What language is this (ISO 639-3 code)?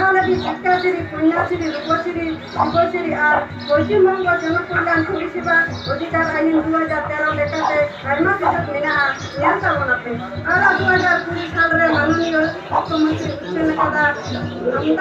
sat